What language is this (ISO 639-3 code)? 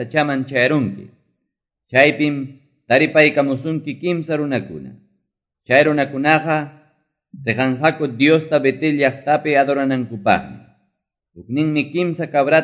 que